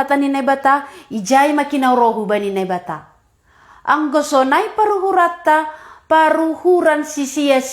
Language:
Batak Simalungun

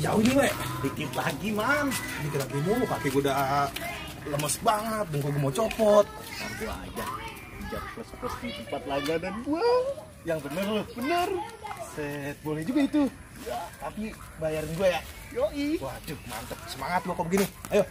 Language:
Betawi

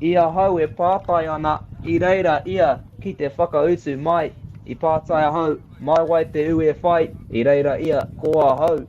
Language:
Māori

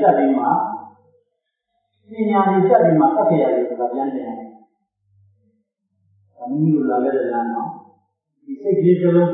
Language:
Burmese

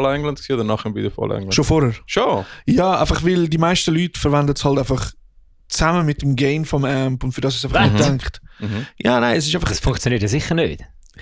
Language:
Swiss German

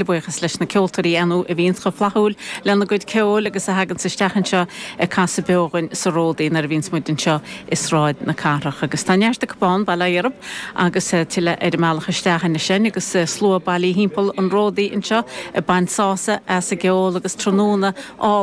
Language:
Irish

